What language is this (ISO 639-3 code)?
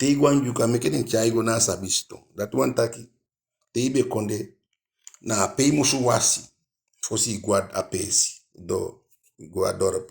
djk